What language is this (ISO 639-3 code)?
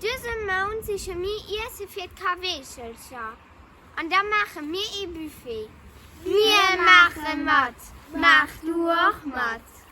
ltz